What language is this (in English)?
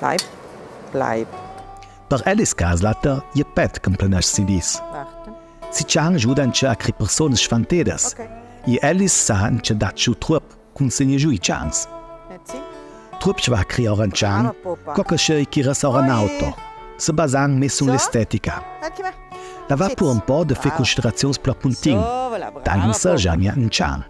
Ladin